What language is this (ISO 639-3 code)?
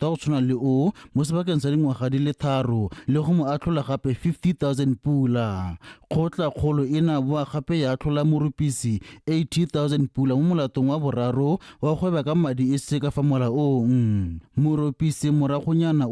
tsn